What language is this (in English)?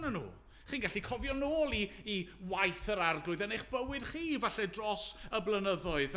Welsh